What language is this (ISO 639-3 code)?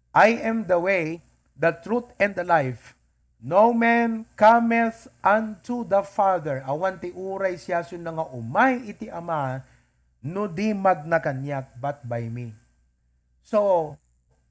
ilo